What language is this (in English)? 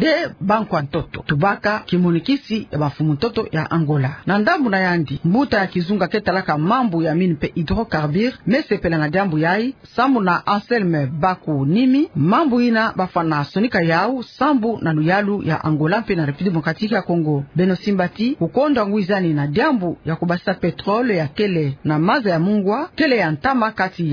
Kituba (Democratic Republic of Congo)